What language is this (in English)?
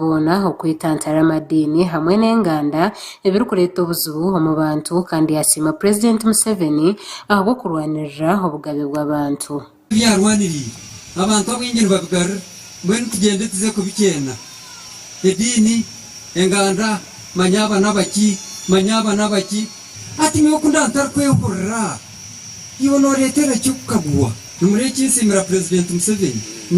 Nyankole